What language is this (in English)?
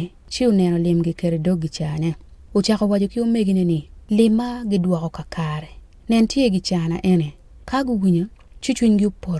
Acoli